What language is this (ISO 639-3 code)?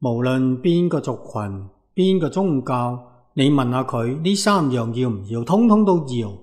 yue